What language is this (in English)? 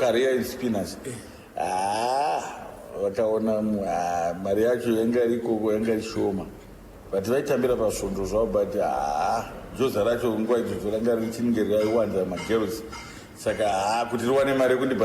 Shona